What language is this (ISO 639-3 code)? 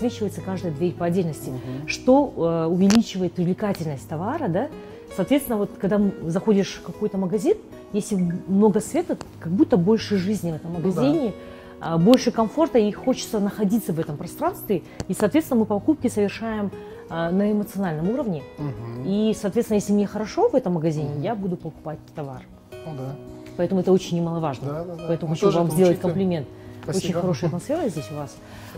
rus